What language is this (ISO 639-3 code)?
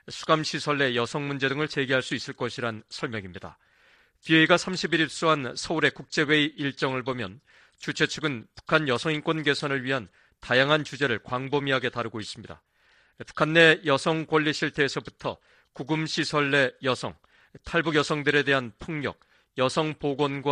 kor